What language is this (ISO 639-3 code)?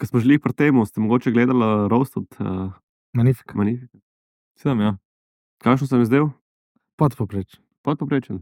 slv